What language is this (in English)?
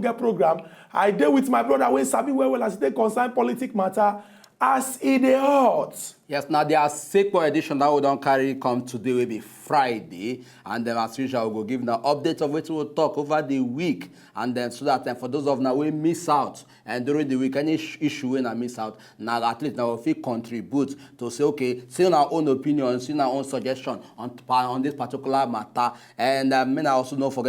Nigerian Pidgin